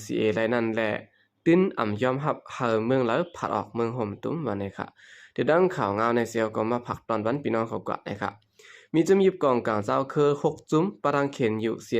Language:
Shan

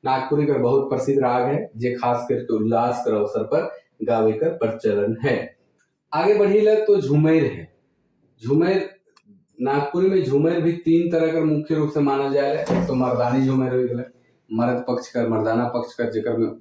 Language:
Sadri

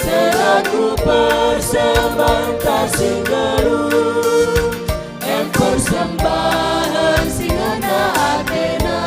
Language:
Batak Karo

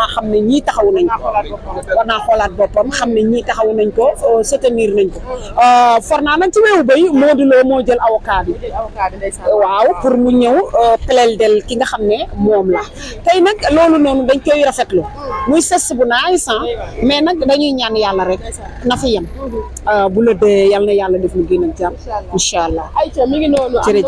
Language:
Wolof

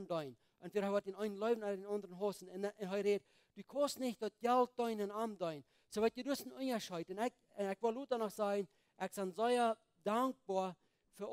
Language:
Plautdietsch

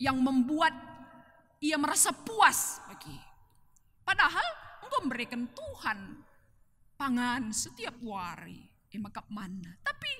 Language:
Batak Karo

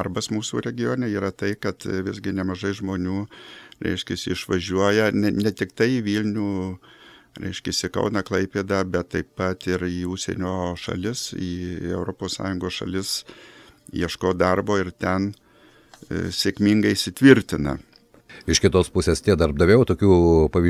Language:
Lithuanian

